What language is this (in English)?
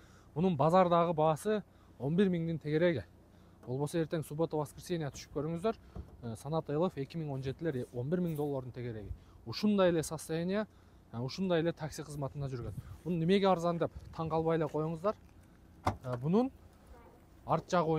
Kyrgyz